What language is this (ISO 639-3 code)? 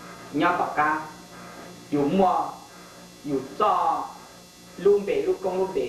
hmn